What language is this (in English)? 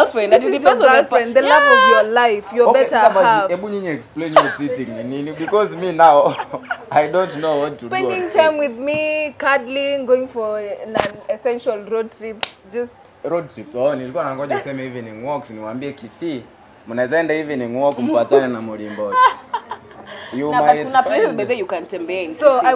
Swahili